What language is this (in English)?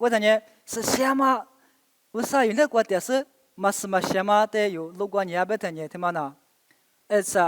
Lisu